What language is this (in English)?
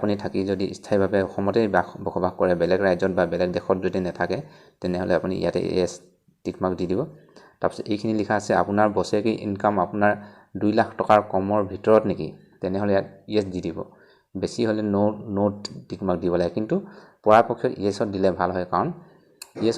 Assamese